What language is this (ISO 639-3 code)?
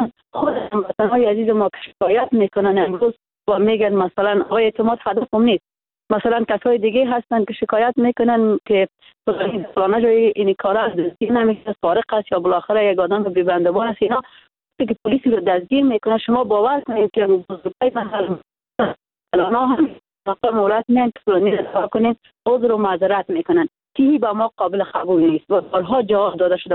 fas